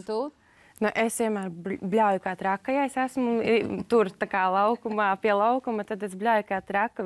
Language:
Latvian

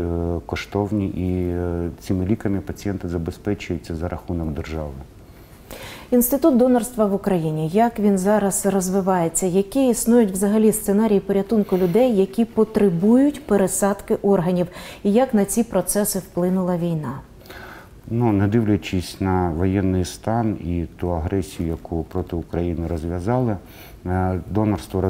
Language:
Ukrainian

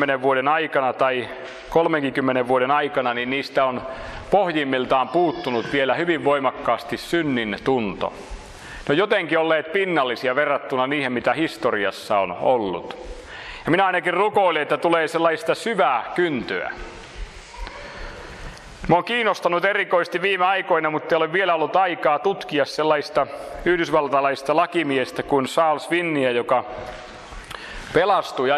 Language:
Finnish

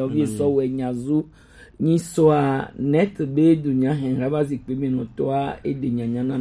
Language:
Gen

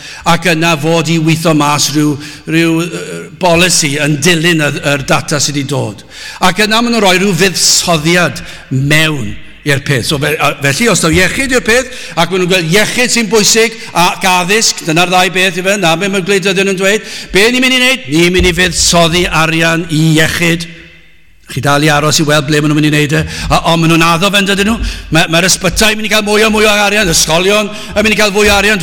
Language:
Welsh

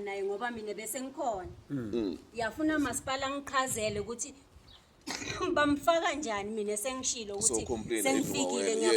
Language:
Zulu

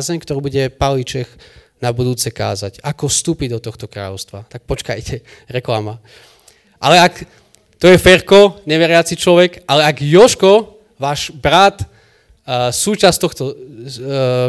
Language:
Slovak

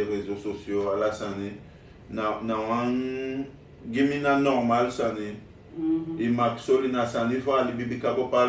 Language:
Sranan Tongo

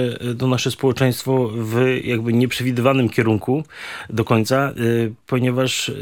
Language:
Polish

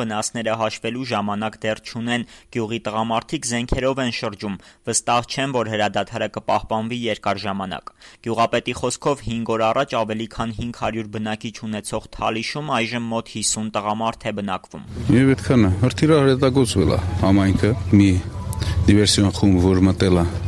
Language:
Armenian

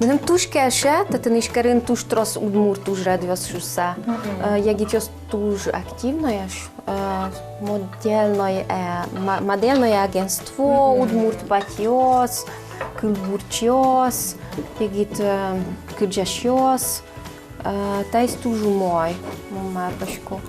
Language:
Udmurt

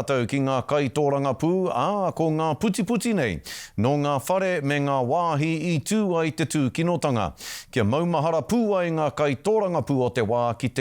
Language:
Māori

